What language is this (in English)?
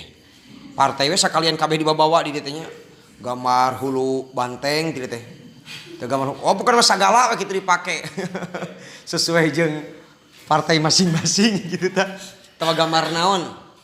Sundanese